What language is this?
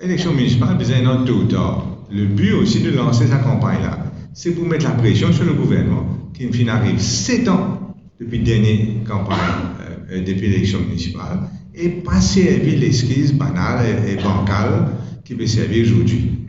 Morisyen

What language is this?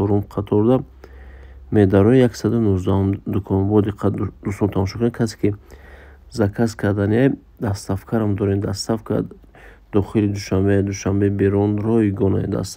Tajik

